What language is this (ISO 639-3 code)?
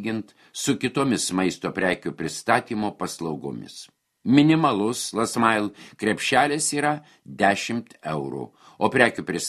lit